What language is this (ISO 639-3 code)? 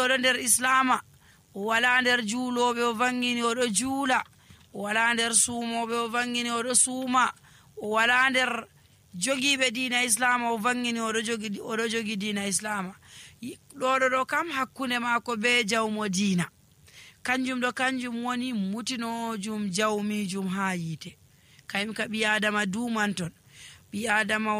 fuv